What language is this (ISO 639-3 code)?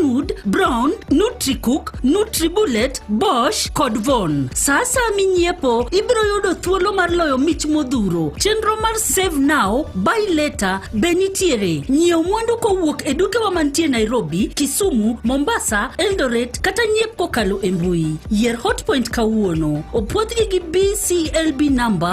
luo